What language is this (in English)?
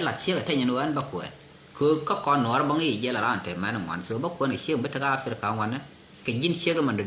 Nuer